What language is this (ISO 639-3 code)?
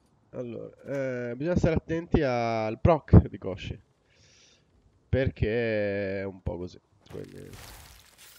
ita